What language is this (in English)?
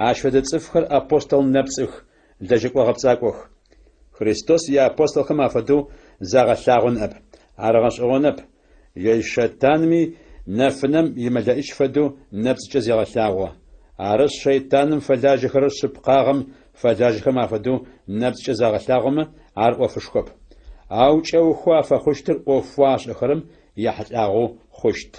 Adyghe